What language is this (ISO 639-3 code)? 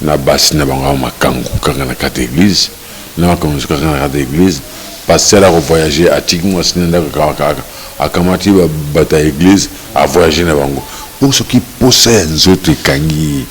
lin